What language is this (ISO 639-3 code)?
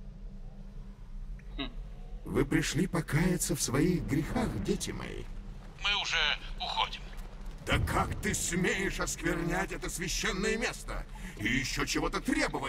rus